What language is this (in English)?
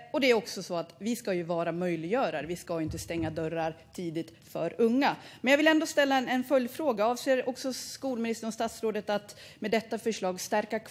Swedish